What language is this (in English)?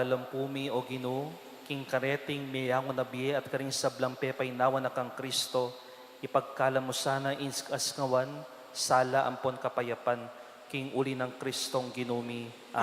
Pampanga